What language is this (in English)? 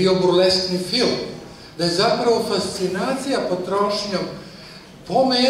Serbian